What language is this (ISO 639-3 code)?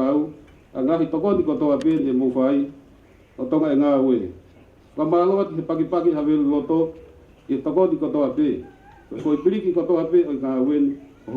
ton